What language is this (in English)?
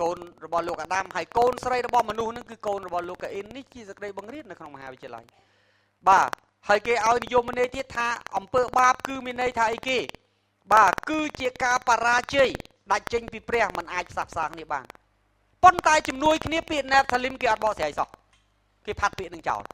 Khmer